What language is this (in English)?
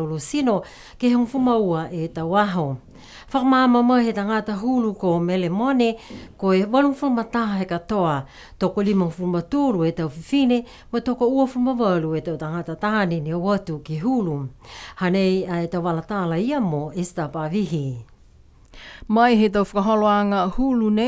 Niuean